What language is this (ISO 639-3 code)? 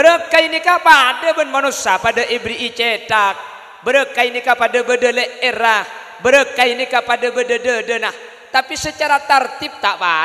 mad